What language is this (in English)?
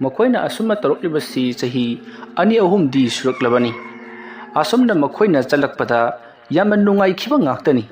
Manipuri